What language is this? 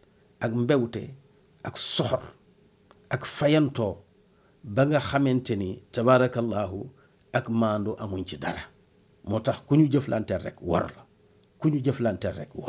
Wolof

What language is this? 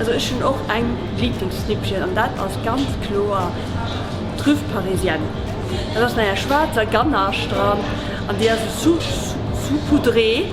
Luxembourgish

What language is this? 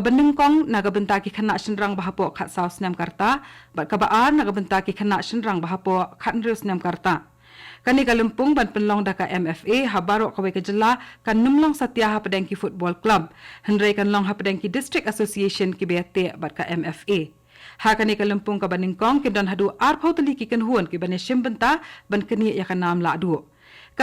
Khasi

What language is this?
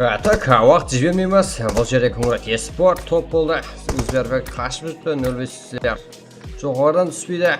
Kara-Kalpak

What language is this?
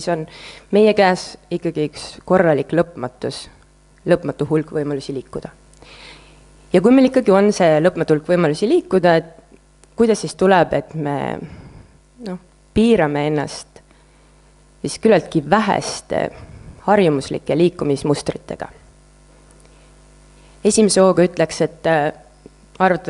Estonian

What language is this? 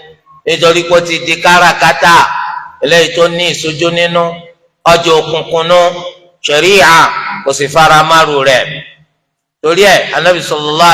Yoruba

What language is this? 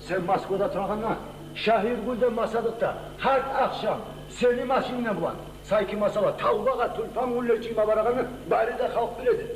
Kumyk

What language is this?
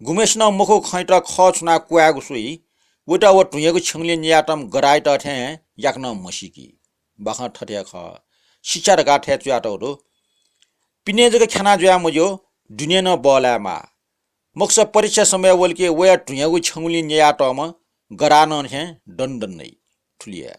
Newari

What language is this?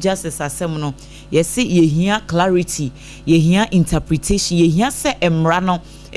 Akan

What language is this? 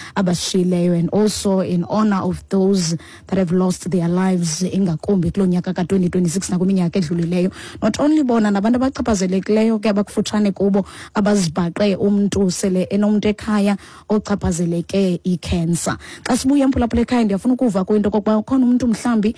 Xhosa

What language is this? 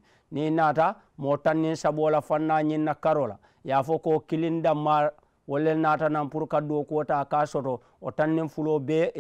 Mandingo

